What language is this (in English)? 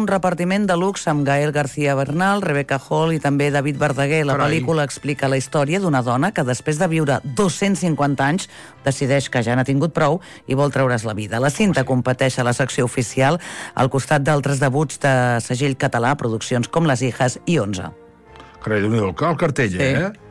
Catalan